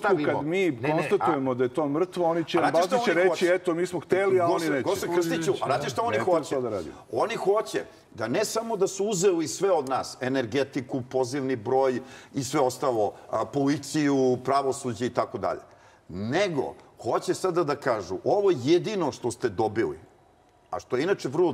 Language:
Serbian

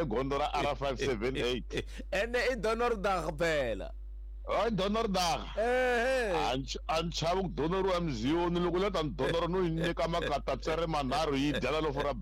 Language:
Tsonga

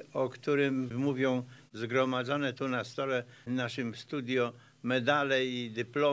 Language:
Polish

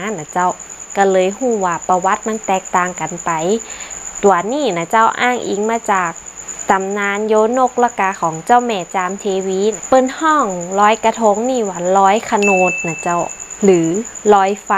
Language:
Northern Thai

